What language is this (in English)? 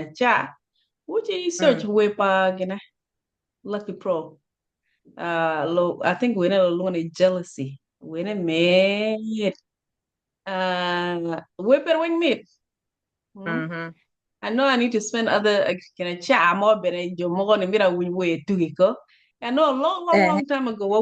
Acoli